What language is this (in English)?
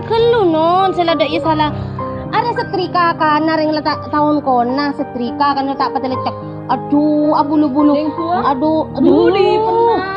Madurese